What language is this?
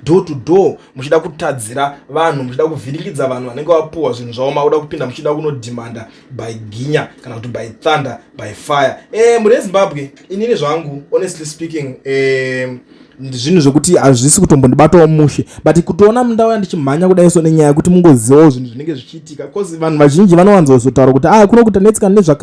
Shona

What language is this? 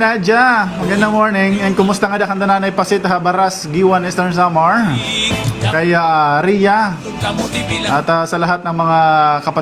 Waray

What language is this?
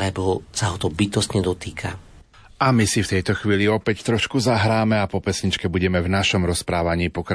Slovak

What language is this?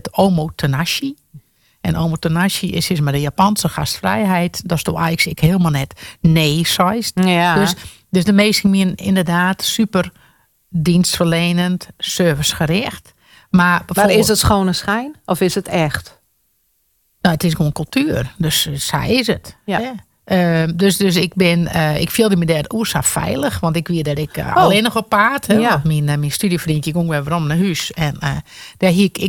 Dutch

